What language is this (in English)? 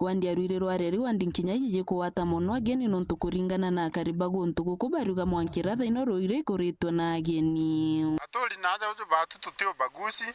Meru